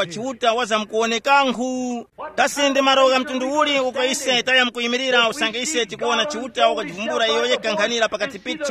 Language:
Tumbuka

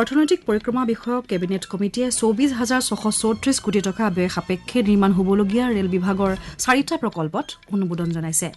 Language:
Assamese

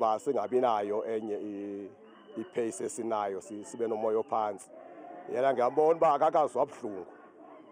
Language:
Zulu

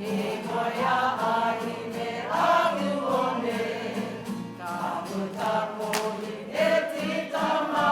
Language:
Māori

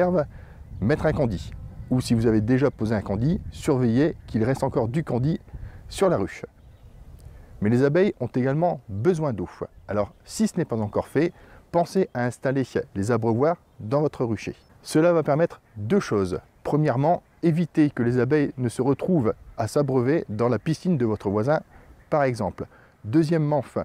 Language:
French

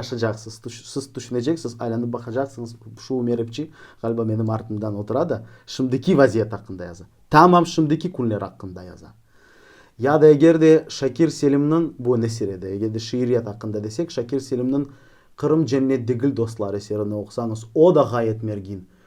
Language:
Crimean Tatar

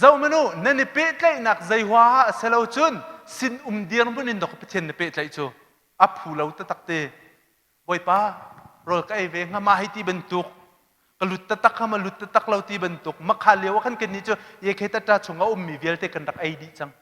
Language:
Hakha Chin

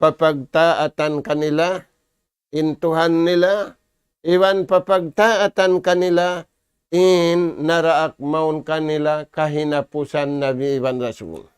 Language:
Tausug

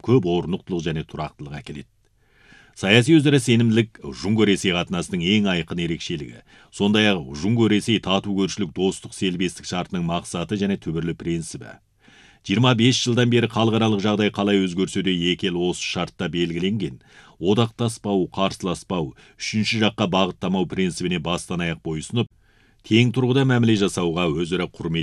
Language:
Kazakh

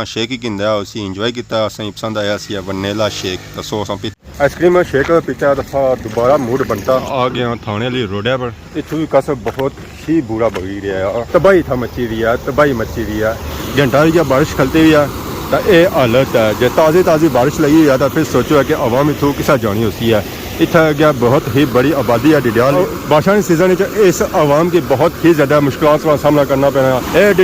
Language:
Pahari-Potwari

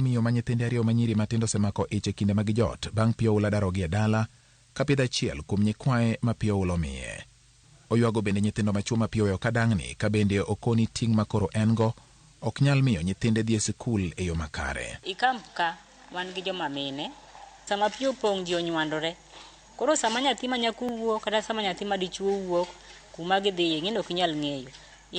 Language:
Luo (Kenya and Tanzania)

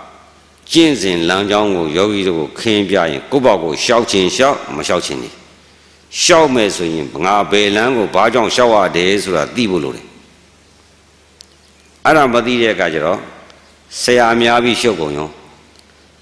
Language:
Burmese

